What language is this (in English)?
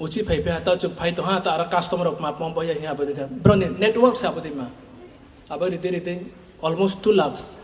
Riang (India)